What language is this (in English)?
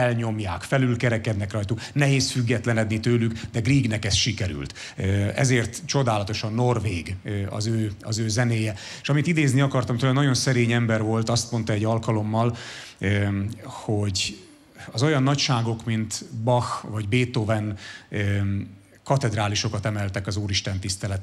Hungarian